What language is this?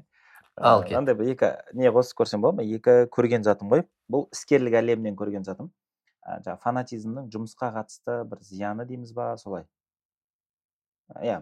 Kazakh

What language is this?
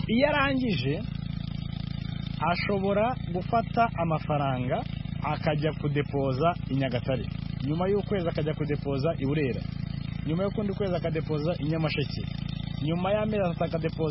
Kinyarwanda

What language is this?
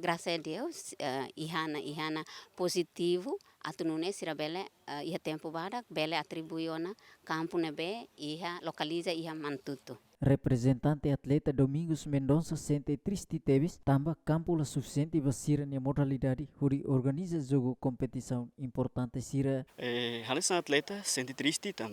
Tetum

